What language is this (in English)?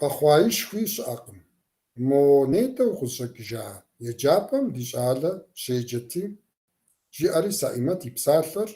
Kabardian